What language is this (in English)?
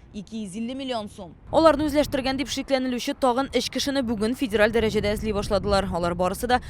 Tatar